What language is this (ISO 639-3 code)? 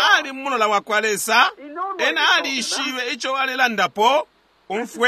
bem